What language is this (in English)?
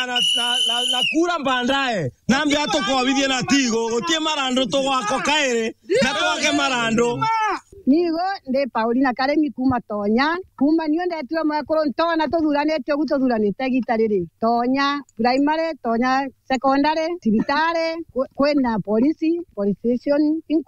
Meru